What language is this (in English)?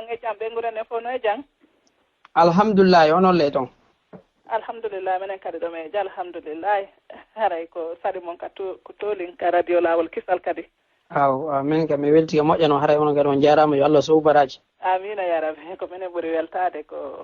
Fula